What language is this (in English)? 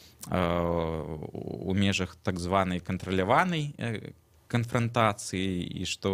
Belarusian